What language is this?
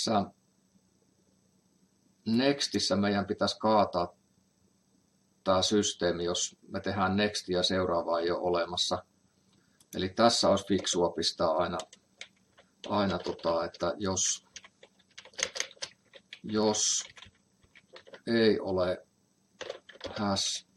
Finnish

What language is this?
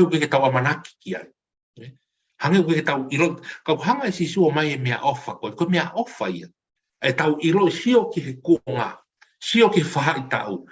Tongan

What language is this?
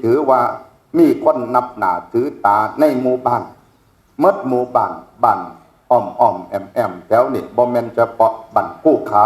Northeastern Thai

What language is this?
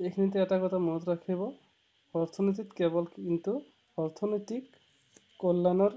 Assamese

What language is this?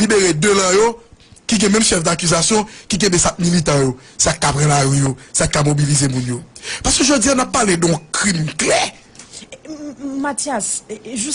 Haitian Creole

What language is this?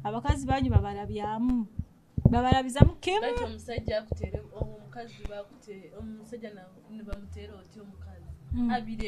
Nyoro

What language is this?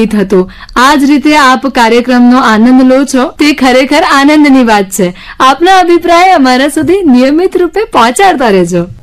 Gujarati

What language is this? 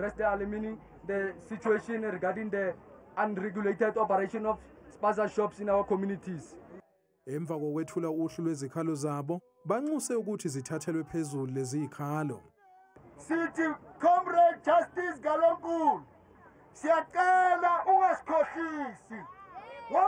Zulu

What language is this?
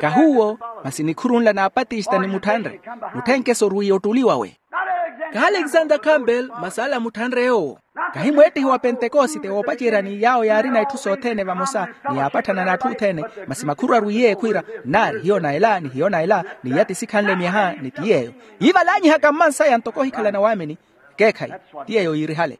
Makhuwa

